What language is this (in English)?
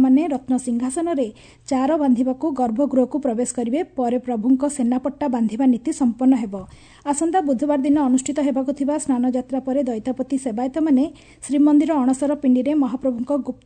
Odia